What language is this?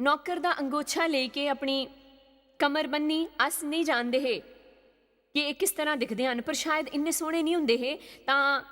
Dogri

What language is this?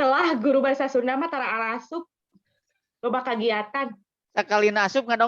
Sundanese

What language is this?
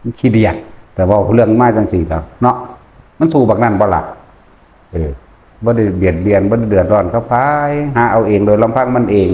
Northeastern Thai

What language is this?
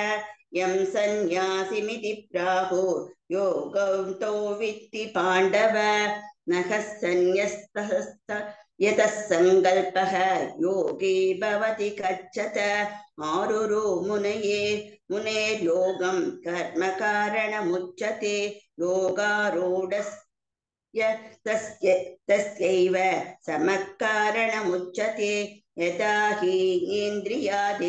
Sanskrit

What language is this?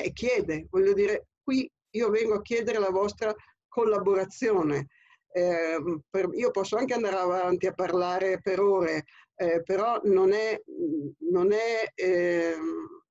Italian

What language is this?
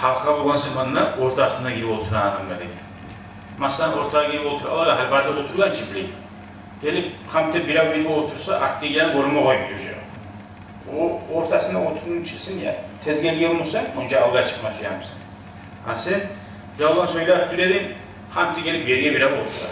Kumyk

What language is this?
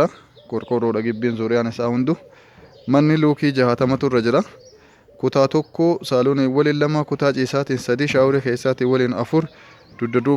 Oromo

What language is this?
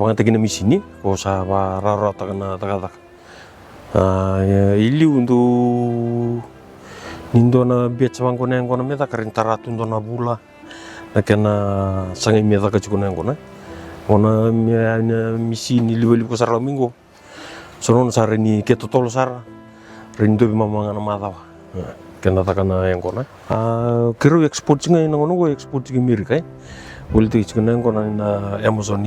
Fijian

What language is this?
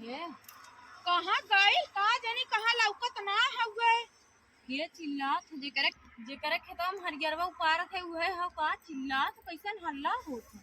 Awadhi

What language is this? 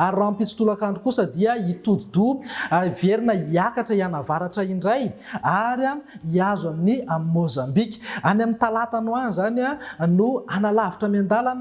Malagasy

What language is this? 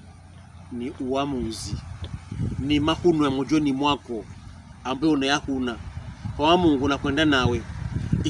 Pokomo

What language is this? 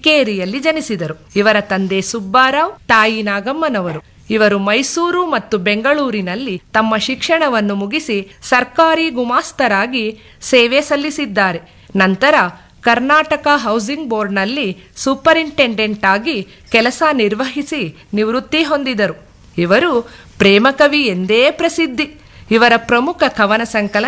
Kannada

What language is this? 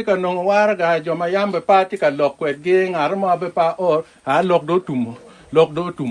Acoli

